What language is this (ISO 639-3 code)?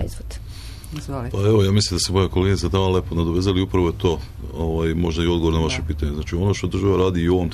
srp